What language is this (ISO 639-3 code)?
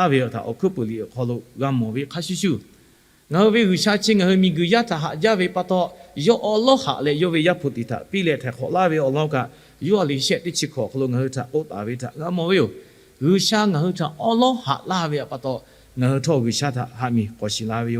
lhu